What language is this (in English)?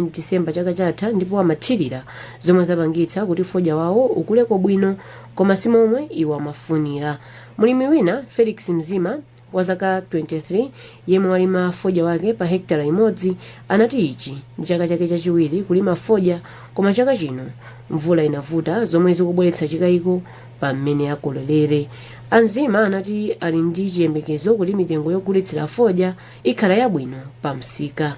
Nyanja